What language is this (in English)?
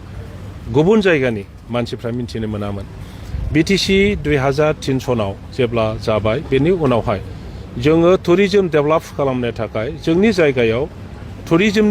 Bodo